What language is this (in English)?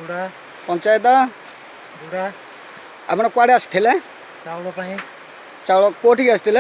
Odia